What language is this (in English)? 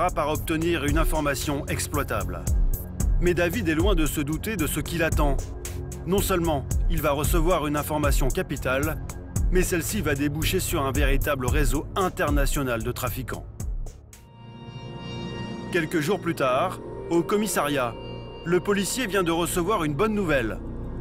French